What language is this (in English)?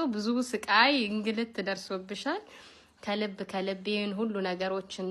Amharic